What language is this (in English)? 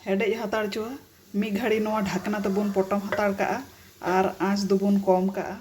Santali